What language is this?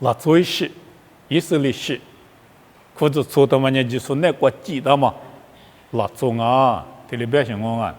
Lisu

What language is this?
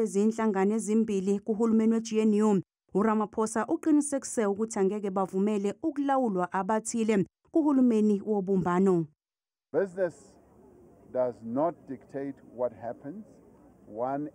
Zulu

